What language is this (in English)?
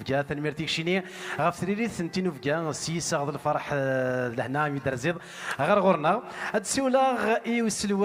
Kabyle